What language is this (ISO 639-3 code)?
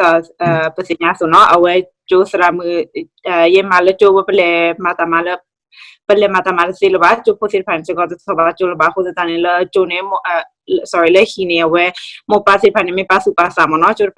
ksw